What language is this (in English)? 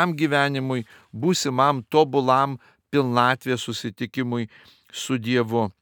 Lithuanian